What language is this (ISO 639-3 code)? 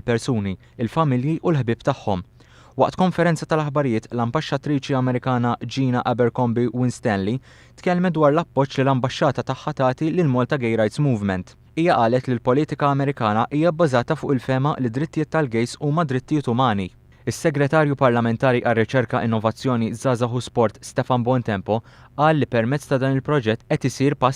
mlt